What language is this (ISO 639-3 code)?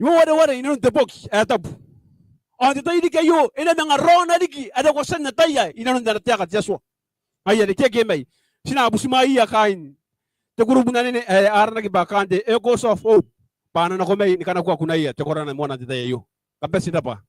gil